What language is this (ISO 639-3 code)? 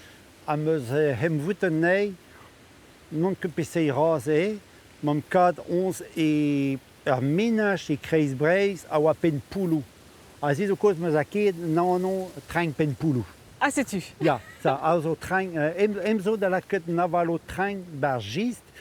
bre